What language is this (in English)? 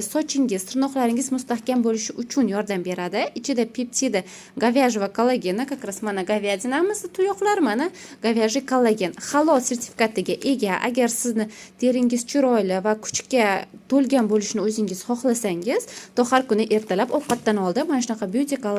Uzbek